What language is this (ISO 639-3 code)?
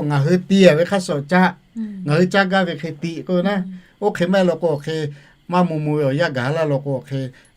lhu